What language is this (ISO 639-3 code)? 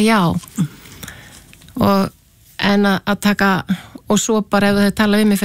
isl